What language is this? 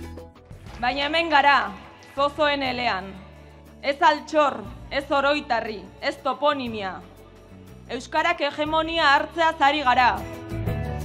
Basque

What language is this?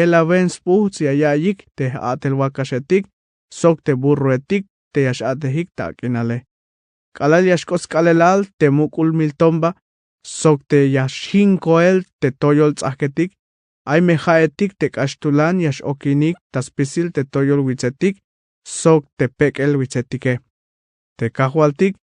Tzeltal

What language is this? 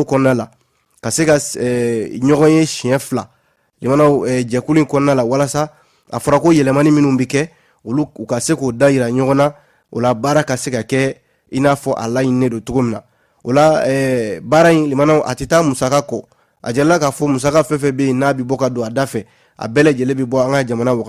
Bambara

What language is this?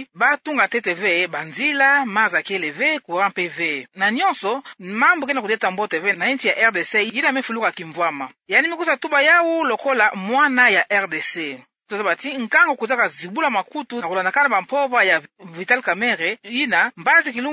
Kituba (Democratic Republic of Congo)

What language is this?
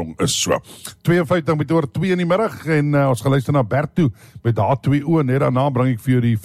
Afrikaans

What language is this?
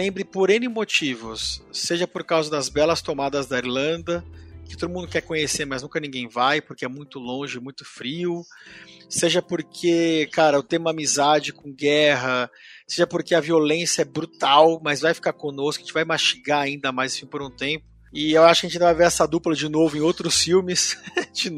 Portuguese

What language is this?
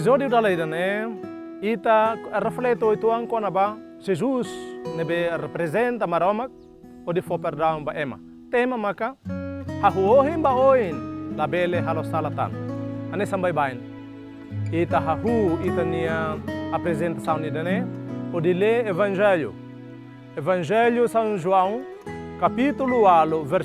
Tetum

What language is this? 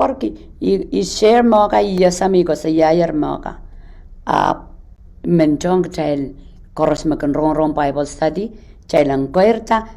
Pohnpeian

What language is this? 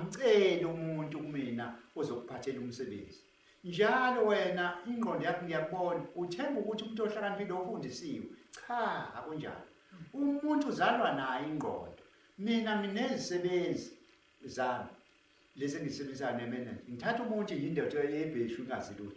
Zulu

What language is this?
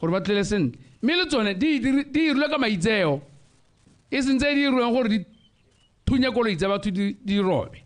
Tswana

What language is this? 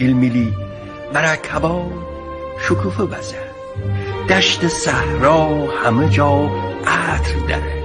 Gilaki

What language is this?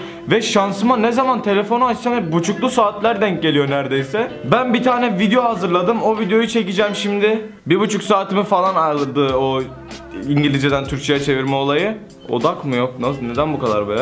Turkish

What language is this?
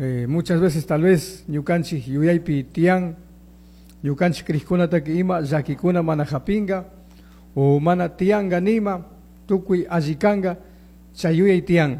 Chimborazo Highland Quichua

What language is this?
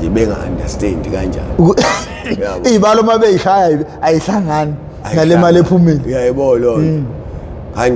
Zulu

